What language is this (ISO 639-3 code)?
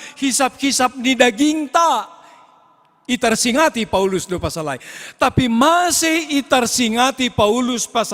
bts